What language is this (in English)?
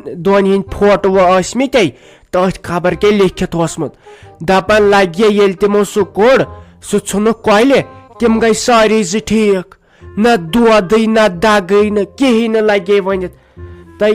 Kashmiri